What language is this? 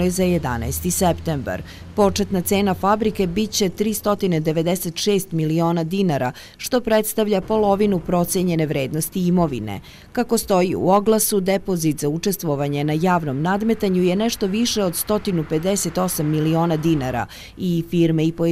Serbian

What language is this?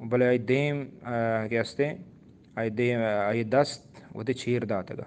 Eastern Balochi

